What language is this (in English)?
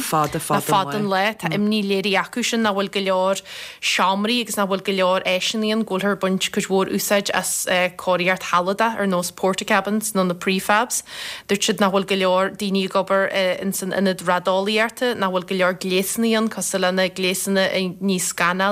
Irish